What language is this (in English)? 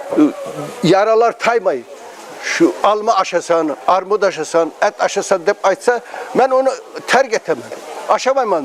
Kumyk